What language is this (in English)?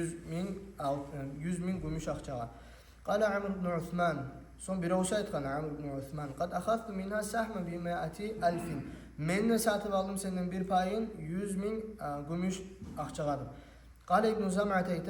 Kumyk